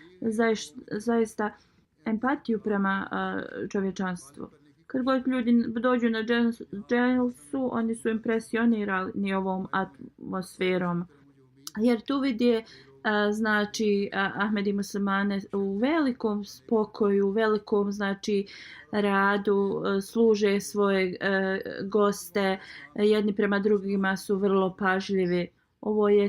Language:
Bosnian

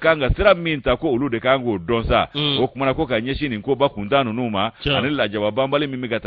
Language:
Bambara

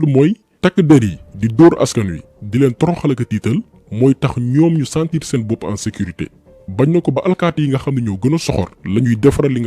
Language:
Wolof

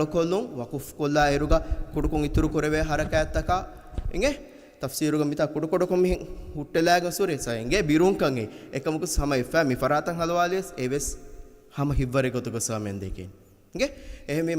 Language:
Divehi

